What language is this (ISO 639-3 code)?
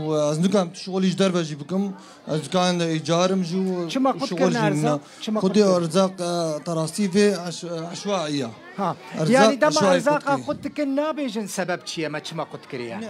kur